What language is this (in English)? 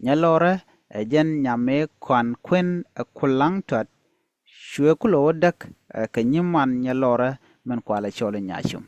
Nuer